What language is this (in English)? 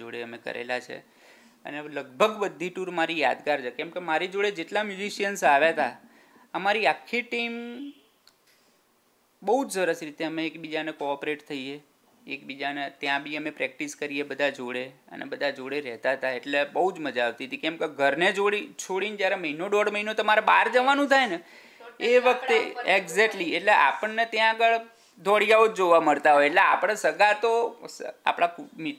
Gujarati